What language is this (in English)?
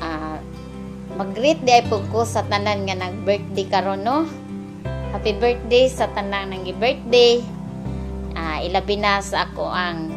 Cebuano